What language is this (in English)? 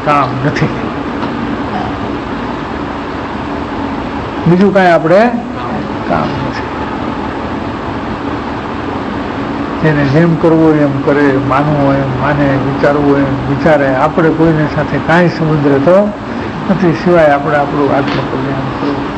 Gujarati